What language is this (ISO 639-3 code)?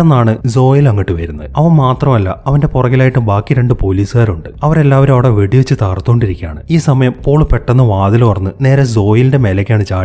mal